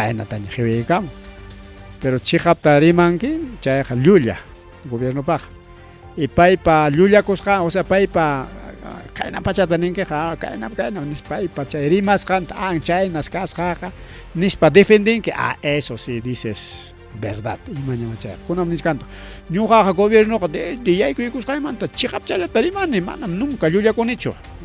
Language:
Ayacucho Quechua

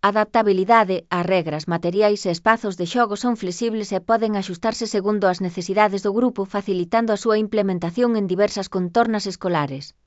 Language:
Galician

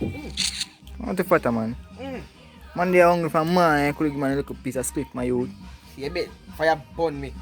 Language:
Jamaican Creole English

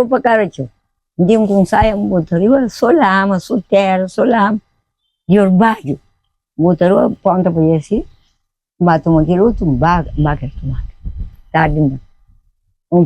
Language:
Kabuverdianu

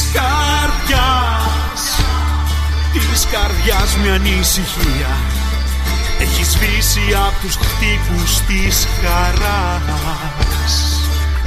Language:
Greek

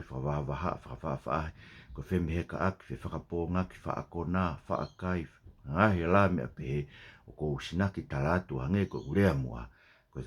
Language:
Tongan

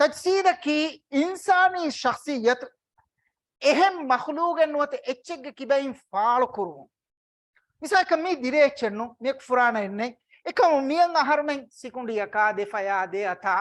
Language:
Divehi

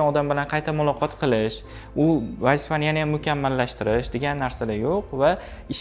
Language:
Uzbek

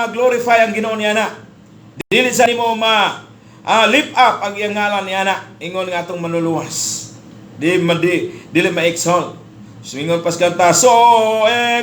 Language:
Cebuano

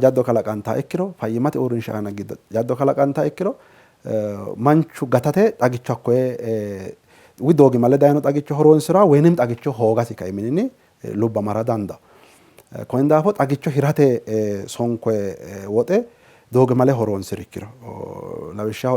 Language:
Sidamo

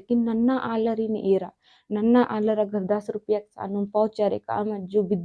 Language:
Kurukh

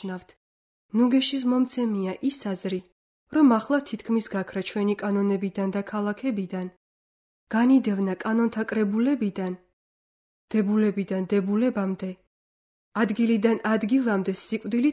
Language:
Georgian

